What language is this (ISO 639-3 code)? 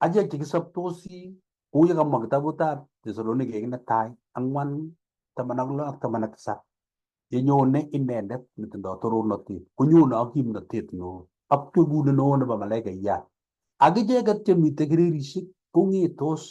kln